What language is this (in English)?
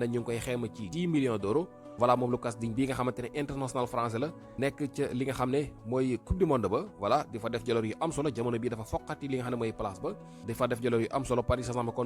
Wolof